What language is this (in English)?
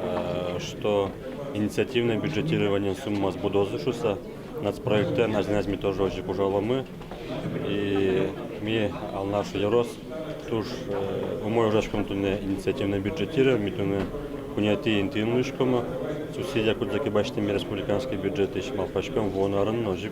Udmurt